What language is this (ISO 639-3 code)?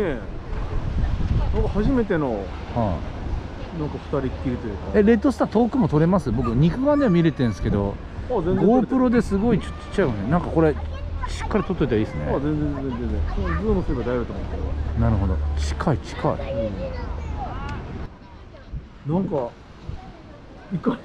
jpn